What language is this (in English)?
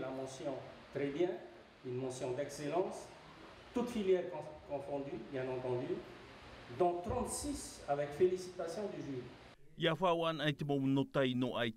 Tahitian